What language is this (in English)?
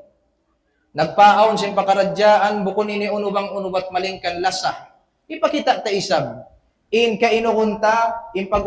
Tausug